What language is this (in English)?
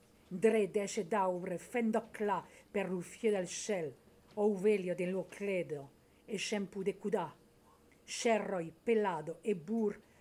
Occitan